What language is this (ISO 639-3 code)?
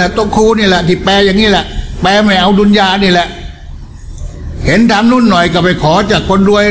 tha